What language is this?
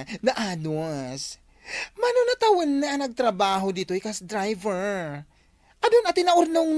Iloko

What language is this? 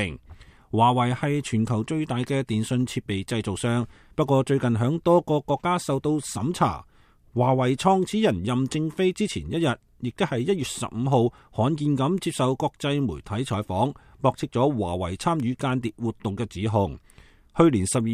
Cantonese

